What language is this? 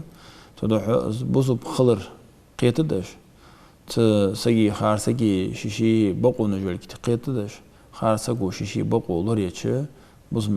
Ingush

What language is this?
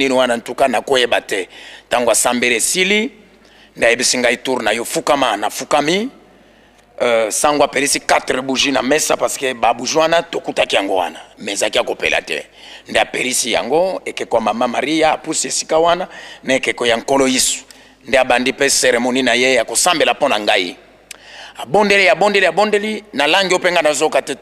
Lingala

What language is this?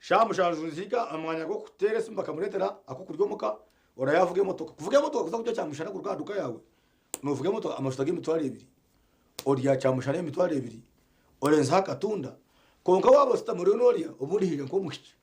Nyankole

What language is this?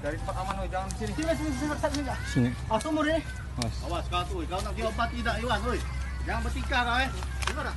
Musi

